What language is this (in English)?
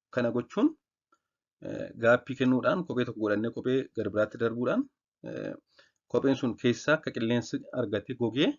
Oromo